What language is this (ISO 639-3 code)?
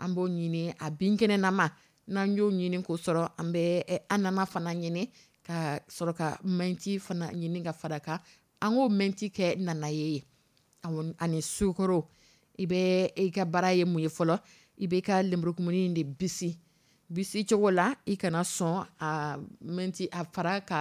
dyu